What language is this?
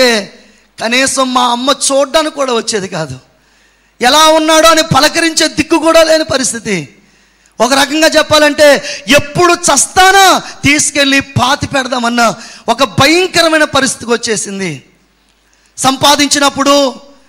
Telugu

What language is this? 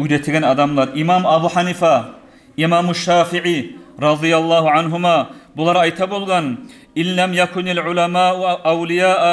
Kumyk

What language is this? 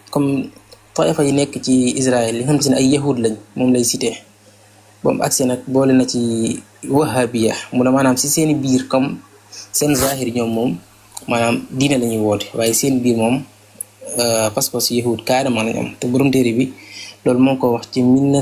Wolof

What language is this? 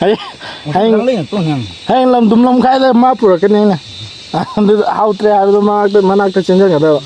Manipuri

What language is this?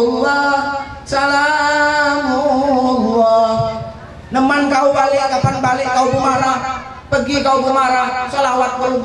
Musi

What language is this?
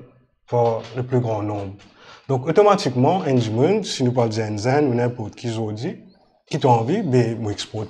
Morisyen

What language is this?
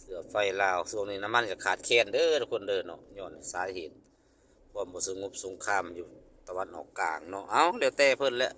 Lao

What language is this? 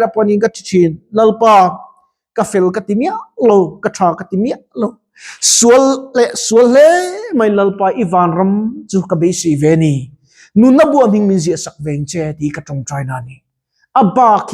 Mizo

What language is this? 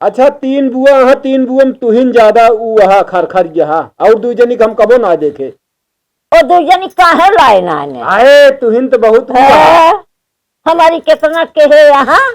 Awadhi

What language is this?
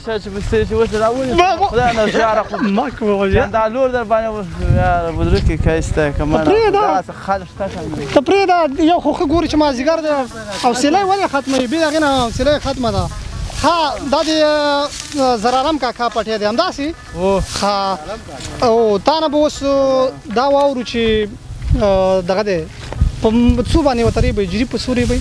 Pashto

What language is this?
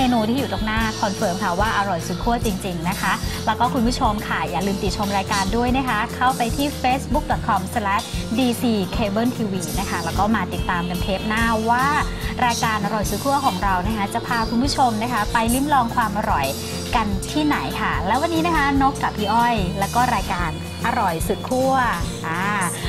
Thai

